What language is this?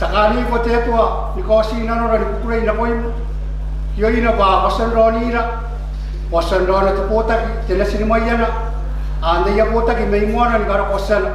Gilbertese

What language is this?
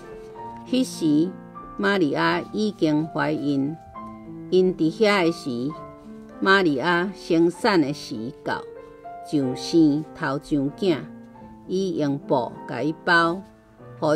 Min Nan Chinese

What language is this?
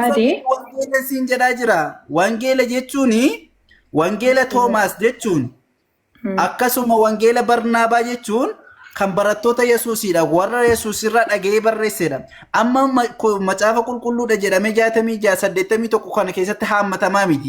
Oromo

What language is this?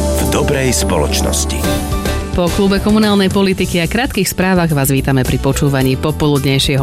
Slovak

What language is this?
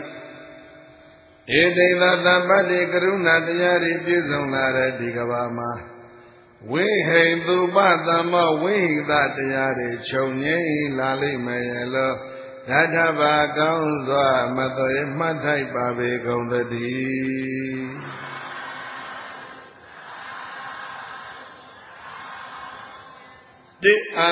Burmese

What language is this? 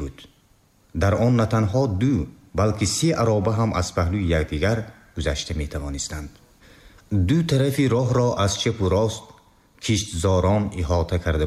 Tajik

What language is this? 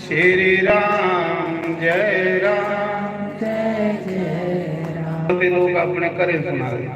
Dogri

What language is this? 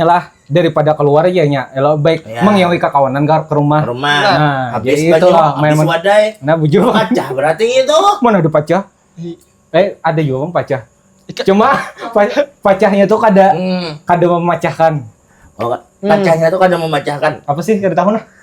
Banjar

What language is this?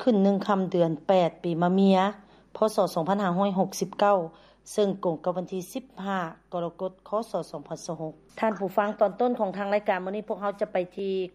Lao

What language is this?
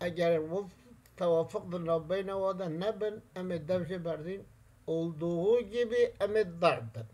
Kurdish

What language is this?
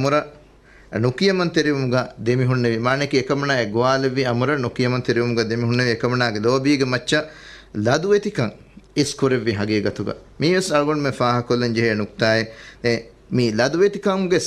Divehi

